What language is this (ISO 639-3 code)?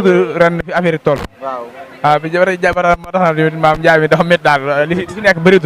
wol